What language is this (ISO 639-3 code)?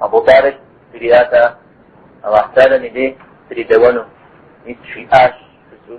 kbd